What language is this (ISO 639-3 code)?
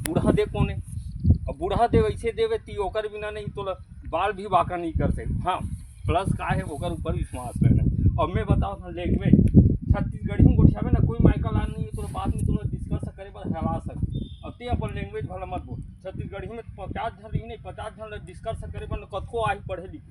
hne